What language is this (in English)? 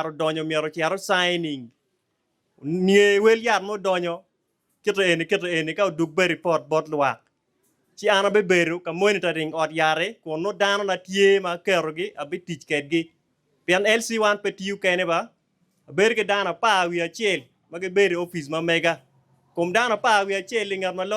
Acoli